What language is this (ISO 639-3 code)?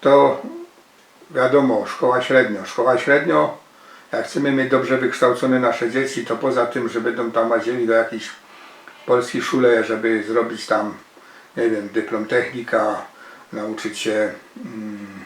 szl